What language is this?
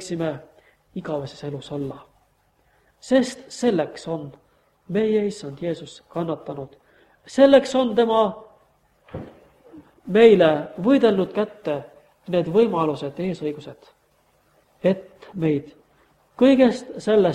Estonian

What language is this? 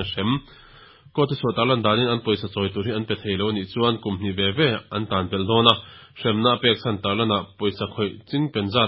Mizo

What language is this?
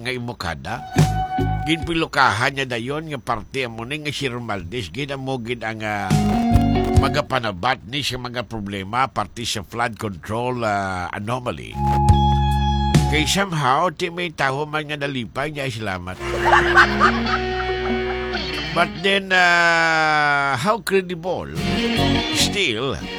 Hiligaynon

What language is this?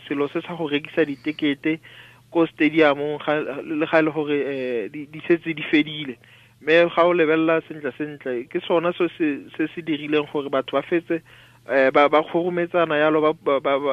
Tswana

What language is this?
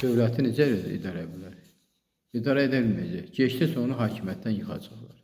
Azerbaijani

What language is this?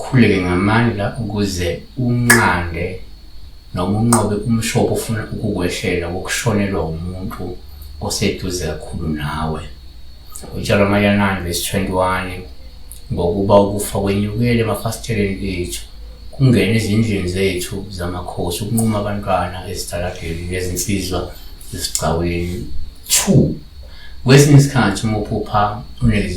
Zulu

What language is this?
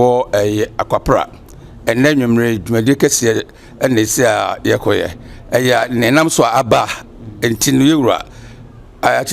Akan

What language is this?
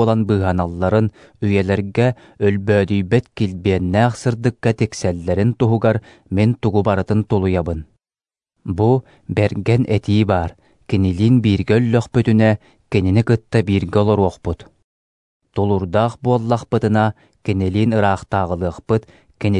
Yakut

